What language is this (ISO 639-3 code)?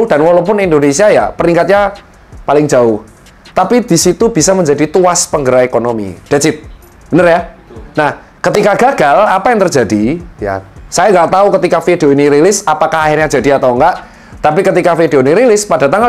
ind